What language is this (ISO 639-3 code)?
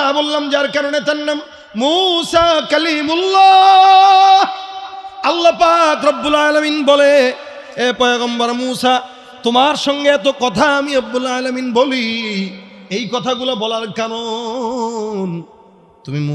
ben